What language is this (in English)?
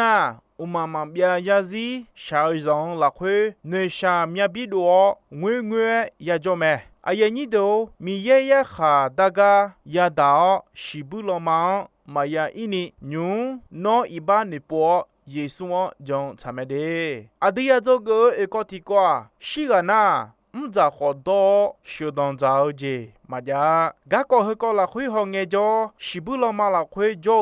Akha